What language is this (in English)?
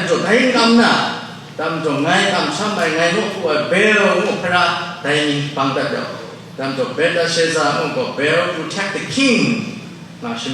Kachin